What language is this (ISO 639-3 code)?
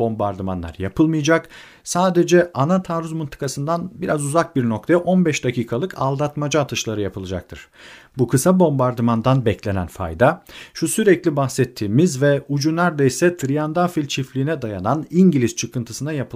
tur